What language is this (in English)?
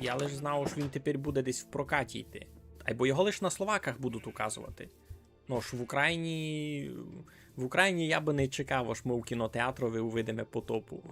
Rusyn